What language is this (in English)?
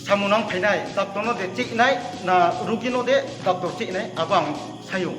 Riang (India)